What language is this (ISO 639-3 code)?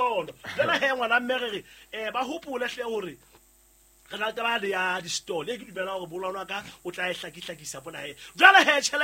sot